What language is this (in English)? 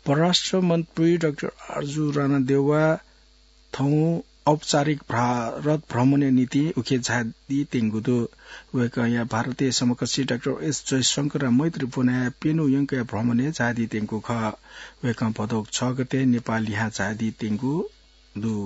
Newari